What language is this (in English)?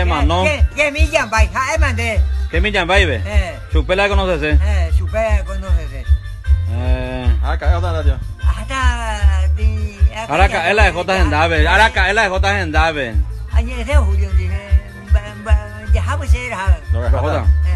Guarani